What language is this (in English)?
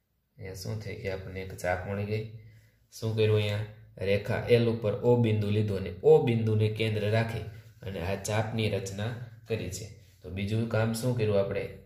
Gujarati